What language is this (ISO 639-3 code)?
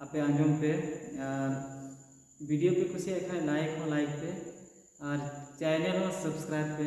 sat